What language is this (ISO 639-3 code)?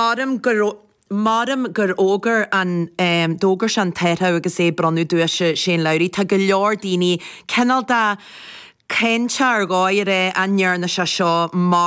gle